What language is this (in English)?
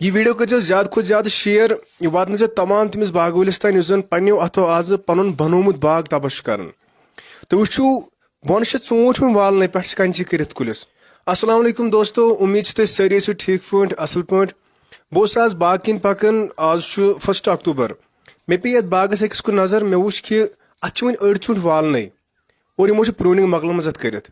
Kashmiri